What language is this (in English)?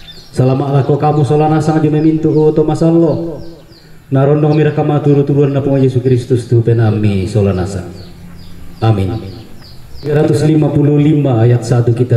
Toraja-Sa'dan